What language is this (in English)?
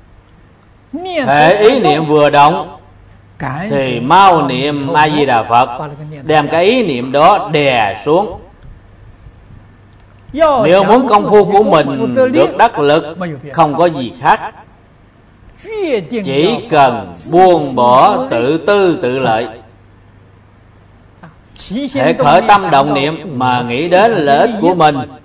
Vietnamese